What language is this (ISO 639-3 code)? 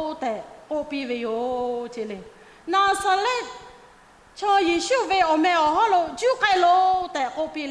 lhu